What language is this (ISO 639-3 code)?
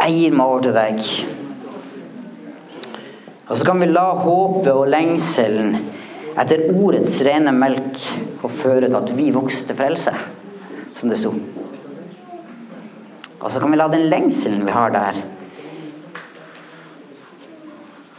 nor